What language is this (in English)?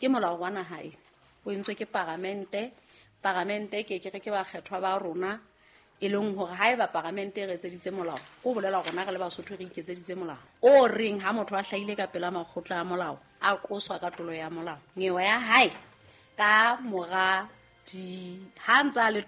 Southern Sotho